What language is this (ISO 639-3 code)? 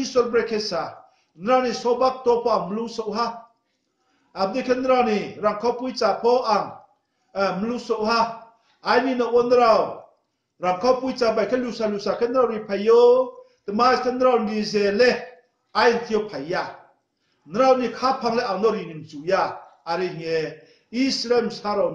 ria